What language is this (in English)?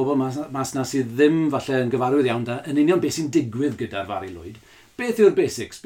Welsh